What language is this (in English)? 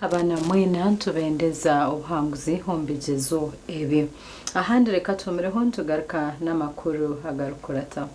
Nyankole